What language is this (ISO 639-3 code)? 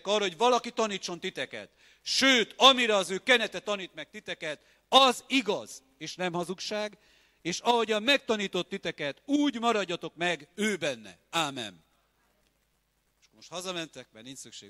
hun